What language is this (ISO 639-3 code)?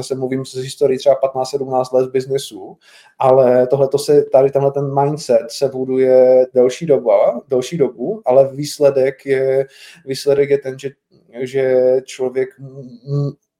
ces